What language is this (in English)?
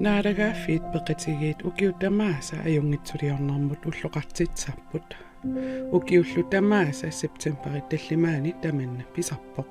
Kalaallisut